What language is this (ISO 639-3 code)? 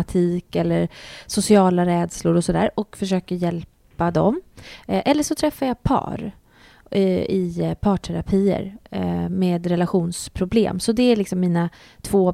swe